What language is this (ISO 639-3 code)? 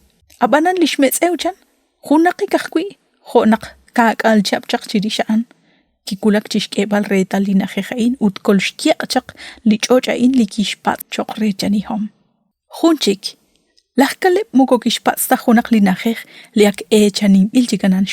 kek